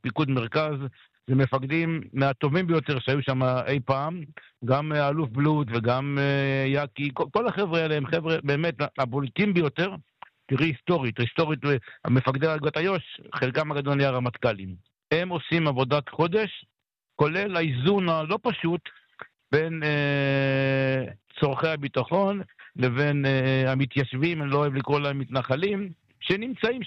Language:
Hebrew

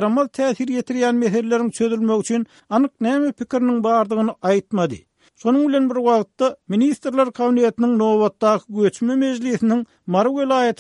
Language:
Turkmen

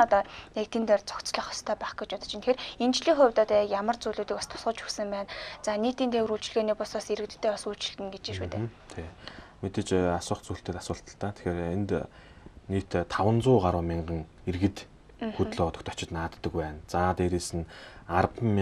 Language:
Mongolian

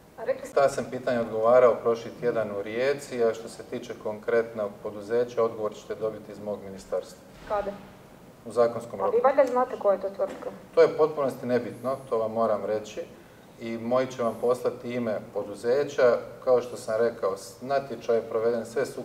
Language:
Croatian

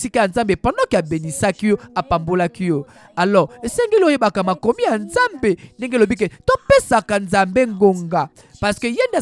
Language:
Lingala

